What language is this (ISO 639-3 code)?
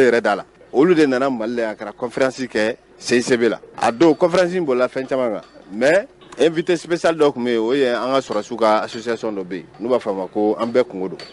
bam